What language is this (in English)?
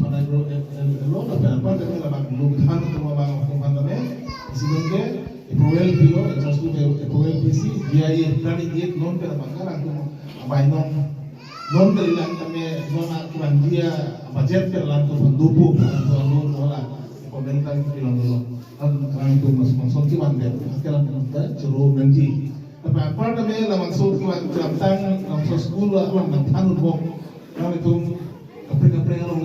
Karbi